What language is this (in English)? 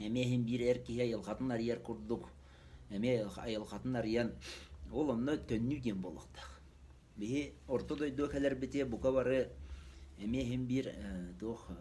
Yakut